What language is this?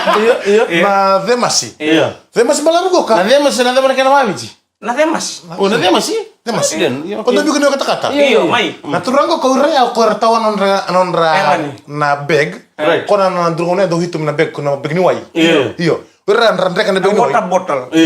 Fijian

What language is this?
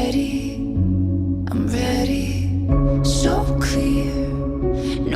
Kara-Kalpak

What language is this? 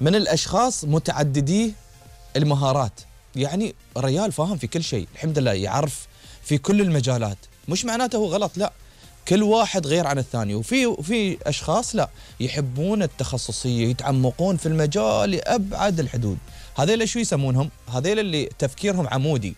Gulf Arabic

